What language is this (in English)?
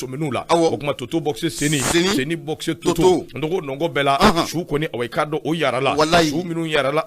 Bambara